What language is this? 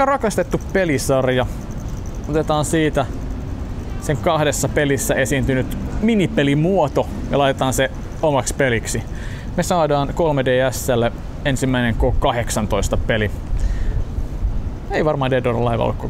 Finnish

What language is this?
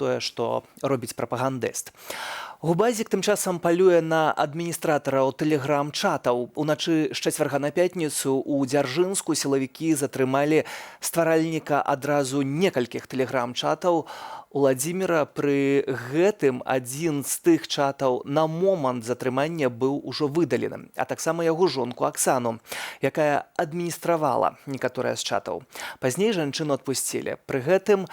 Belarusian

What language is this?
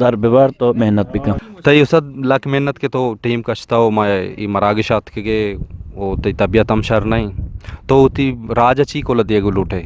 Eastern Balochi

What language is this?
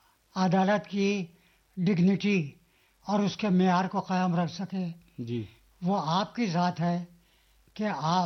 Urdu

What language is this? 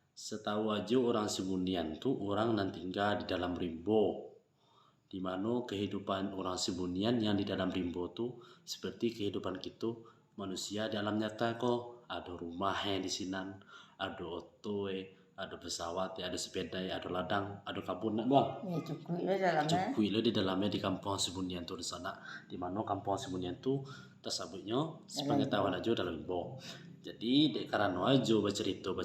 Minangkabau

